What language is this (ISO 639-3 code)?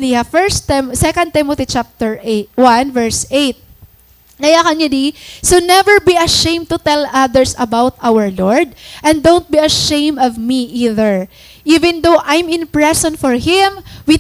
war